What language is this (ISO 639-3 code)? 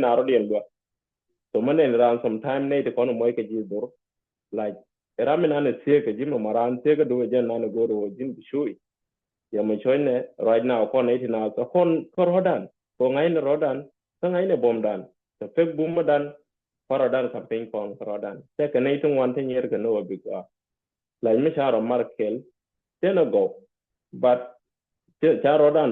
nus